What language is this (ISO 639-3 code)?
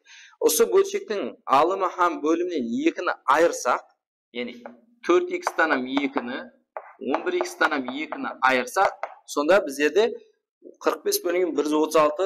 kaa